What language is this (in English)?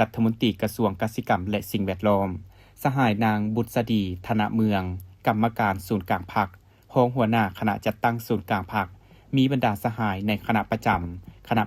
Lao